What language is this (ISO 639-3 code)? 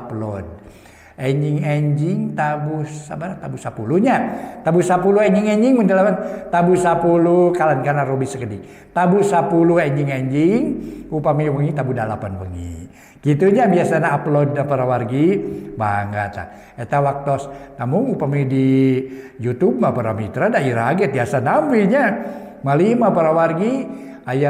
sun